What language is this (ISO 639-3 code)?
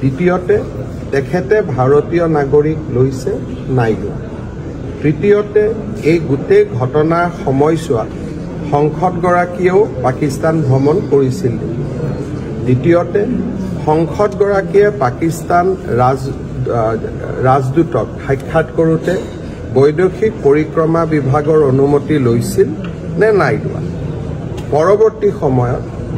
asm